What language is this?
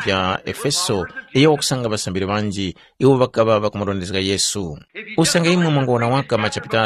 Tumbuka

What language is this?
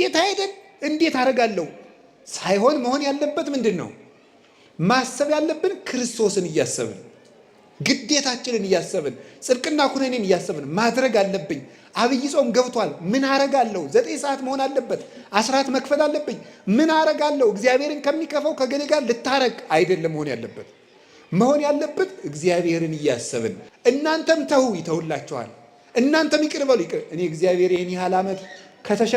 Amharic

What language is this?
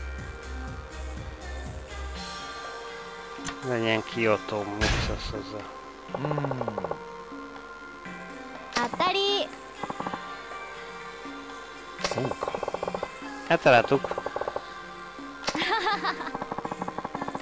Hungarian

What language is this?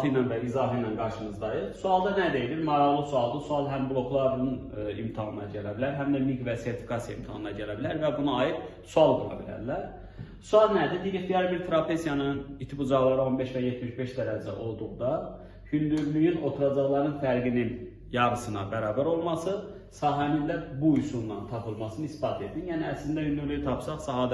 Azerbaijani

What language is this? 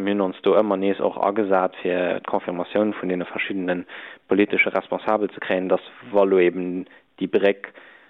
Luxembourgish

